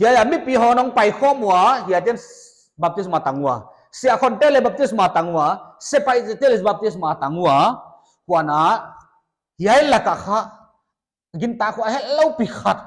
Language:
Paite Chin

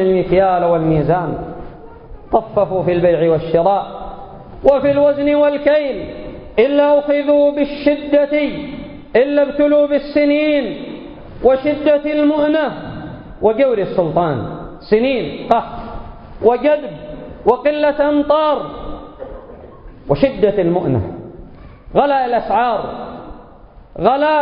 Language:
Arabic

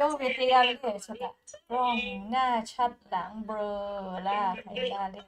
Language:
Lahu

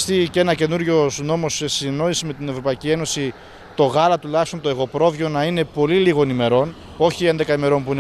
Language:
Greek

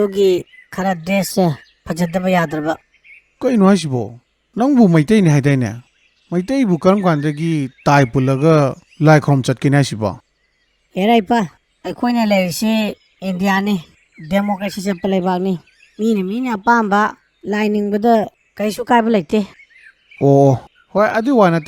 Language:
Manipuri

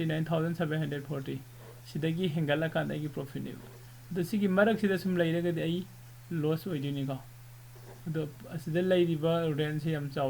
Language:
Manipuri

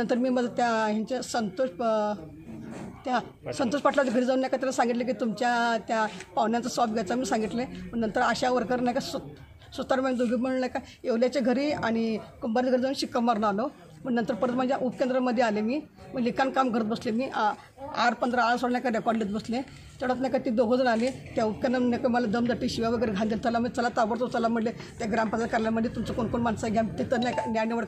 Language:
Marathi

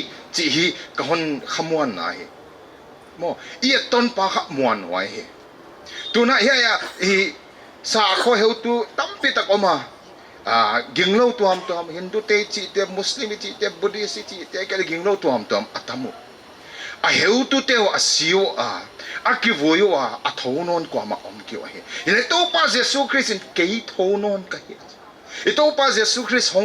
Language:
Paite Chin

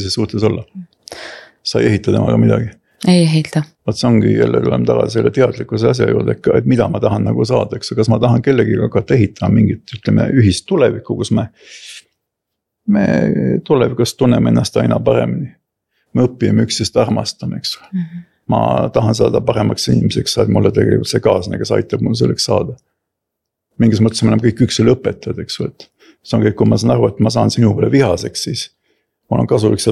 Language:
Estonian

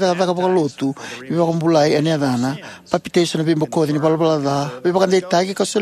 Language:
Fijian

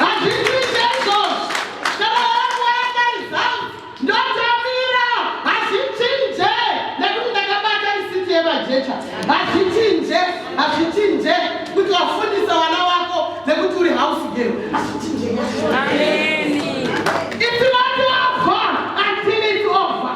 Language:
Shona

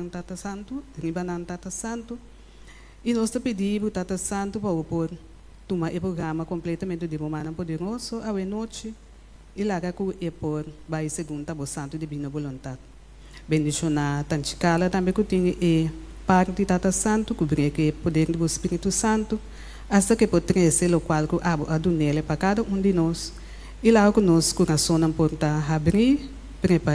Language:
Papiamento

